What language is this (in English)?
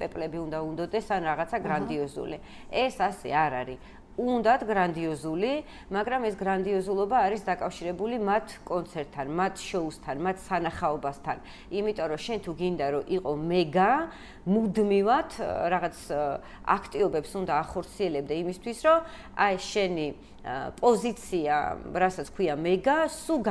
Georgian